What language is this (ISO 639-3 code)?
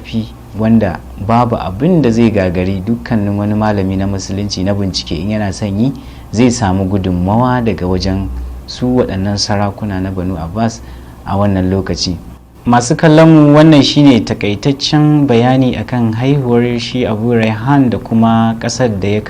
hau